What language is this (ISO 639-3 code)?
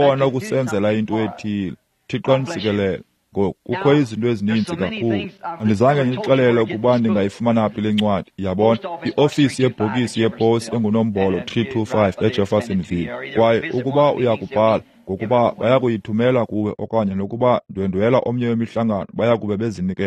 xho